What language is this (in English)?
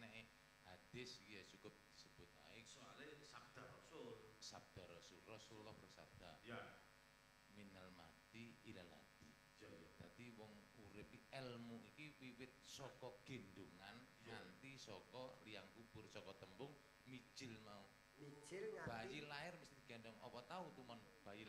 Javanese